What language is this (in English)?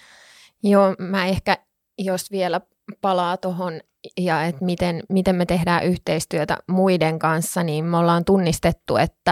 Finnish